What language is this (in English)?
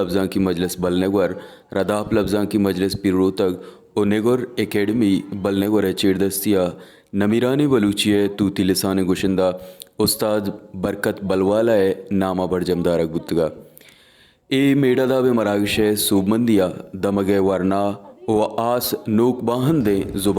Baluchi